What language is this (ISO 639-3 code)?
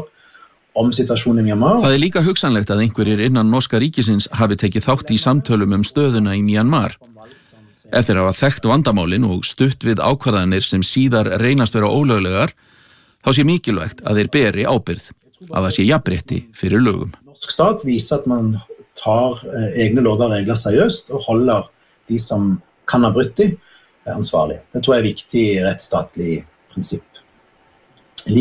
isl